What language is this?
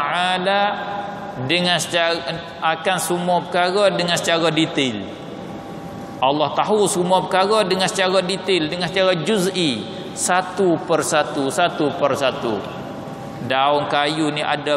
Malay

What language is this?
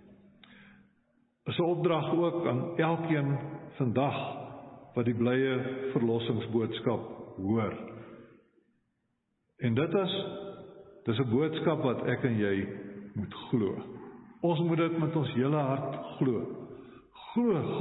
Afrikaans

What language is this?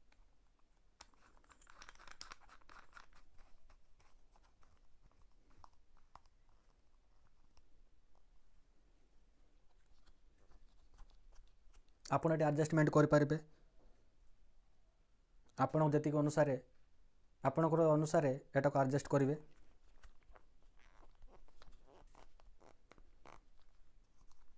Odia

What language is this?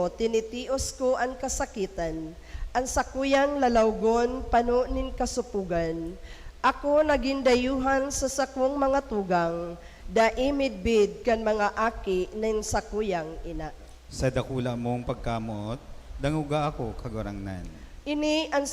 Bikol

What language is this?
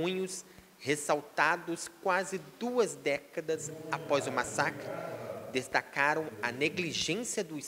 Portuguese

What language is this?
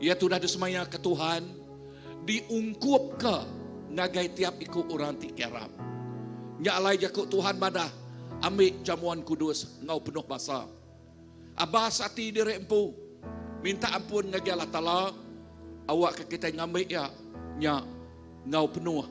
Iban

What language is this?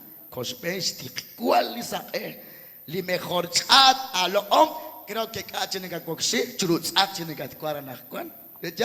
Kekchí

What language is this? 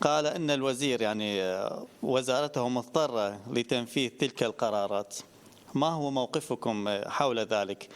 Central Kurdish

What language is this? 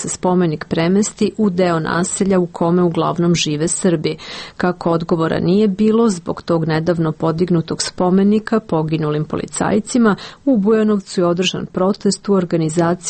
Serbian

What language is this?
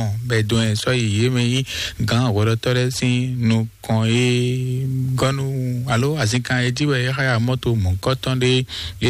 Fon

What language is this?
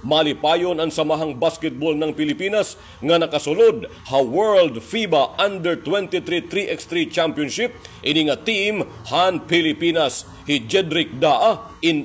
Waray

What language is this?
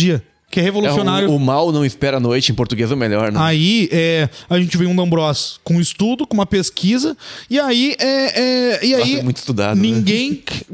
Portuguese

